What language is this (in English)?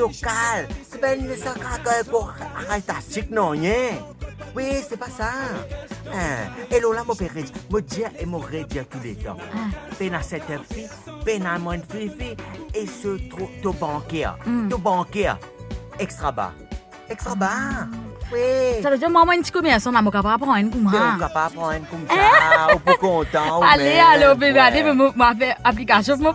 Morisyen